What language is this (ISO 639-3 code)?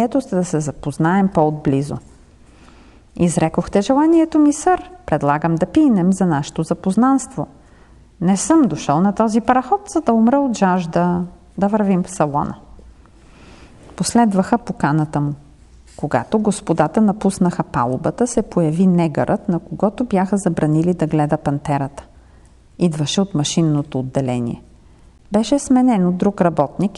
bul